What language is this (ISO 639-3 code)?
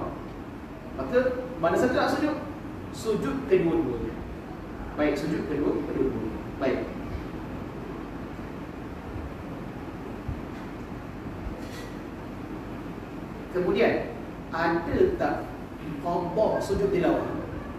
msa